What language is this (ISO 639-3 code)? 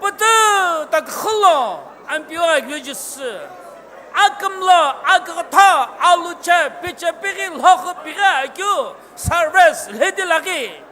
nsm